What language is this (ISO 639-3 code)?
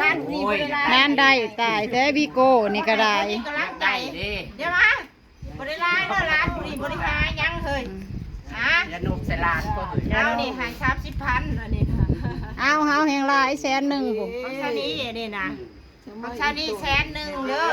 tts